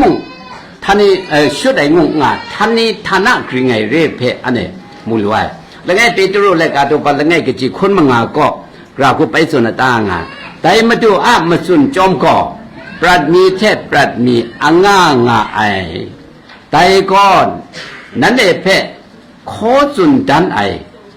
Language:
Kachin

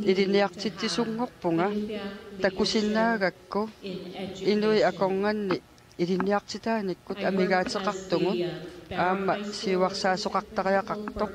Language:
Kalaallisut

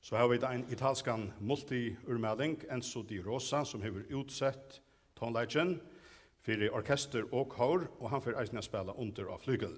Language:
Faroese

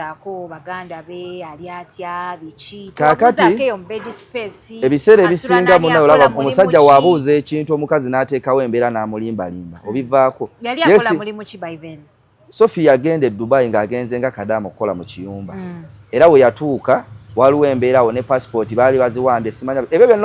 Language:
Ganda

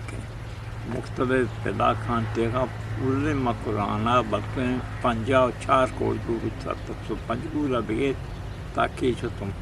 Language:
Eastern Balochi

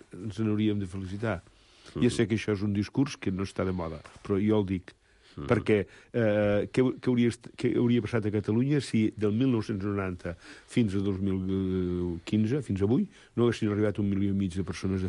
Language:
Catalan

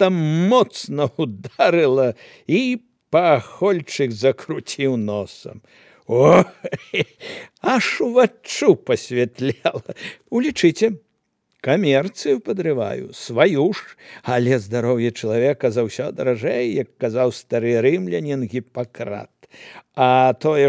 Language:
Belarusian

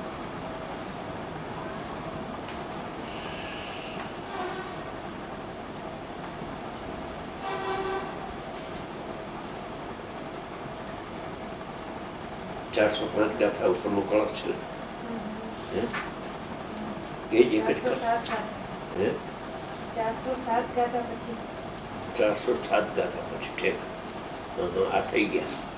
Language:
Gujarati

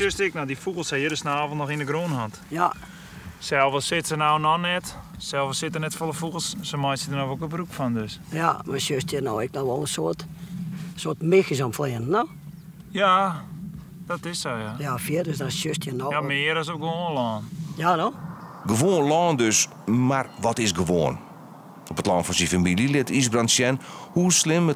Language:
Western Frisian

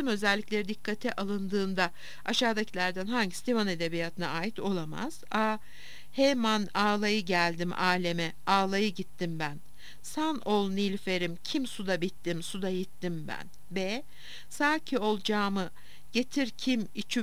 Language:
Turkish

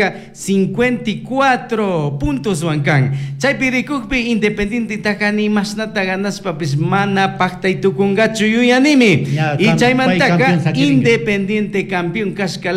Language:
Chimborazo Highland Quichua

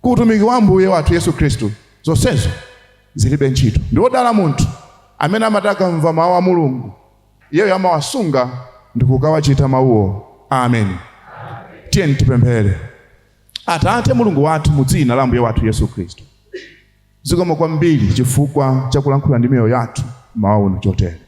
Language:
Nyanja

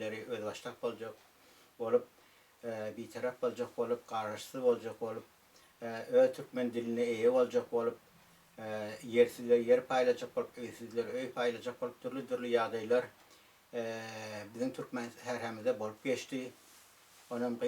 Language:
Turkmen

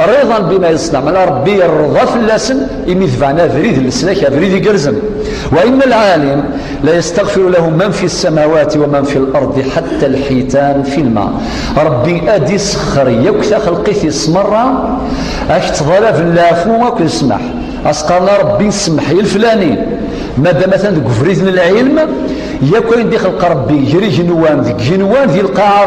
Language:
Kabyle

